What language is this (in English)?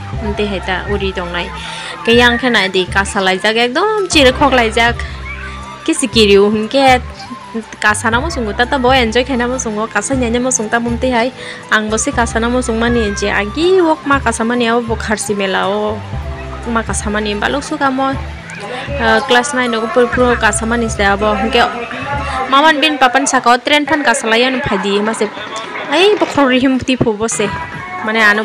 Kok Borok